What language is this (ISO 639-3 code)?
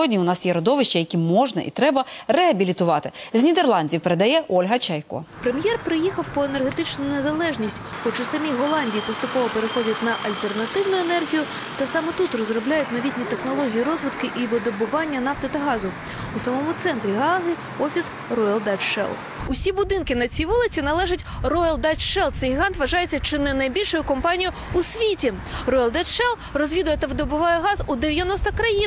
ukr